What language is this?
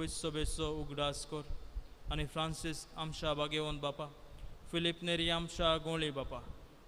Konkani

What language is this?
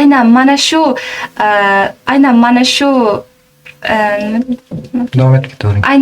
Uzbek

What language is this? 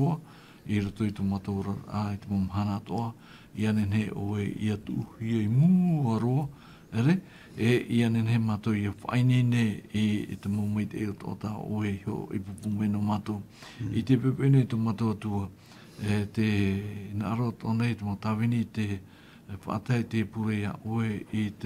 Tahitian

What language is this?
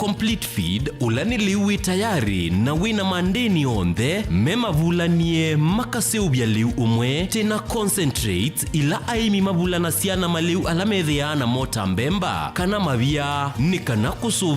Kamba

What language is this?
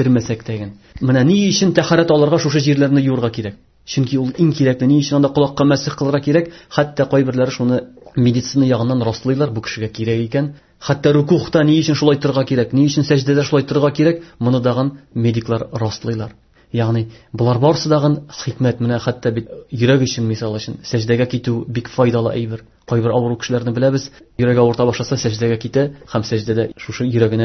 Tatar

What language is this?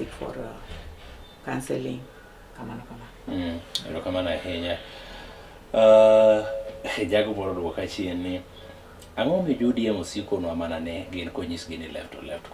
Luo (Kenya and Tanzania)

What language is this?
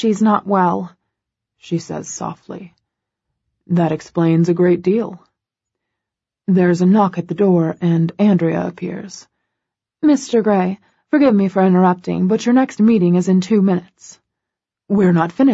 English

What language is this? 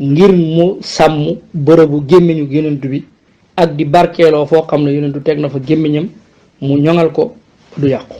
Wolof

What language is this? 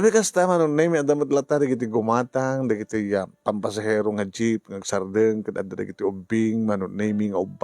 Iloko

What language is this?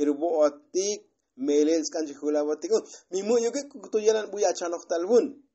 Tzotzil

